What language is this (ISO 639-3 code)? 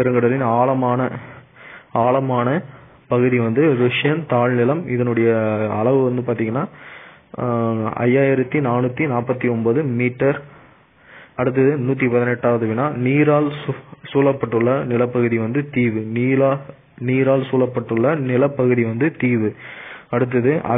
tam